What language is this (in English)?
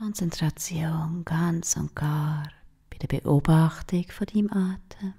Swiss German